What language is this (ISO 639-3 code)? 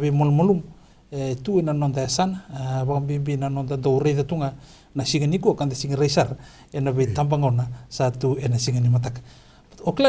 fij